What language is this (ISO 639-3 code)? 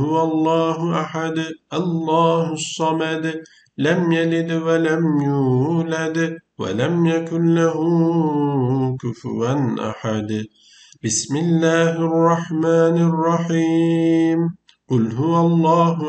ara